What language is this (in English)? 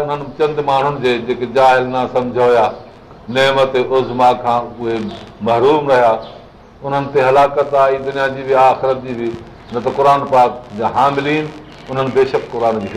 Sindhi